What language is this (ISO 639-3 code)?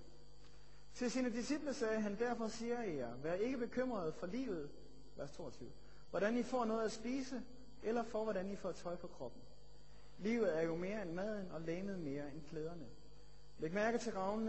dan